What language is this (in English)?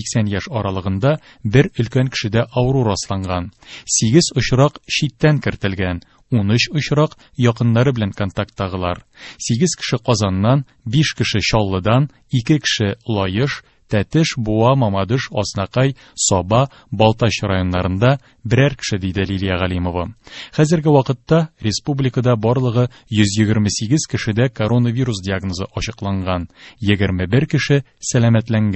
Tatar